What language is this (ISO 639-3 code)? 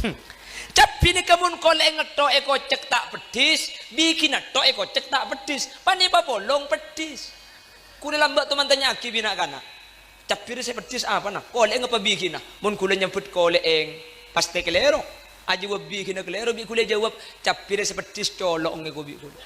mad